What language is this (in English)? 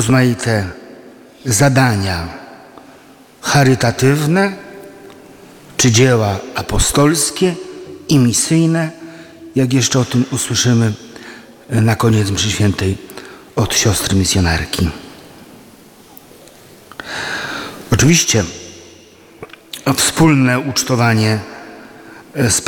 Polish